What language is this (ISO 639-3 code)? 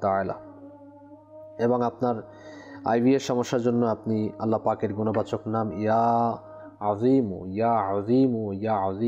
ben